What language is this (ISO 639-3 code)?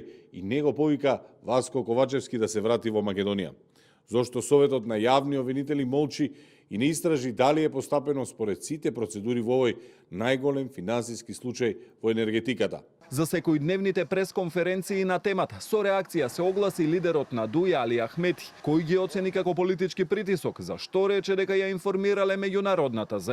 mkd